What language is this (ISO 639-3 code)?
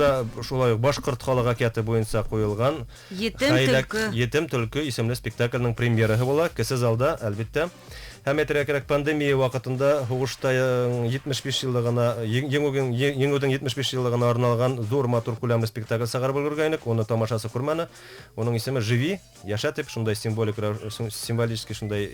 bak